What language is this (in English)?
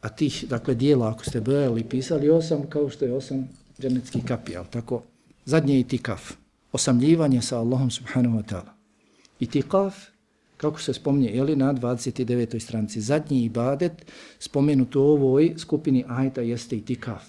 Bosnian